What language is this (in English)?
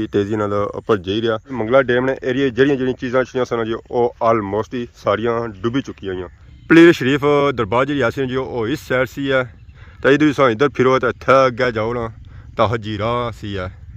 Pahari-Potwari